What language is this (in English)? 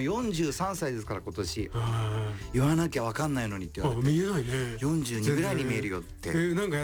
Japanese